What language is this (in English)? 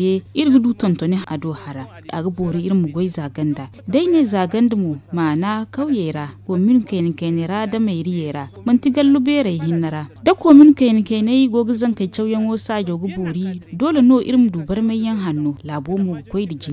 Zarma